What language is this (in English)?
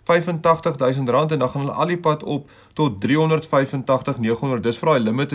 Afrikaans